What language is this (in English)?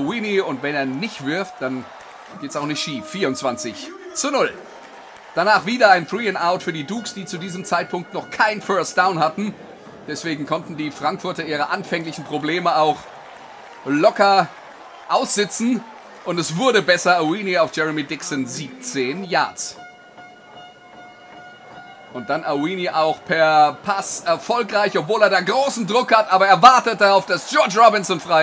German